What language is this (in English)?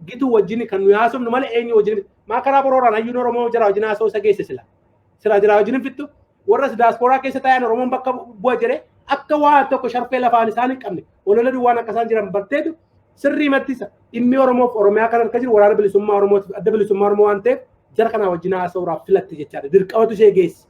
Oromo